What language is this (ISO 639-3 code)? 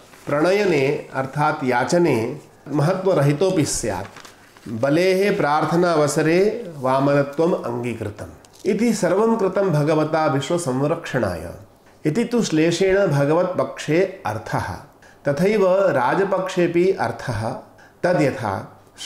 san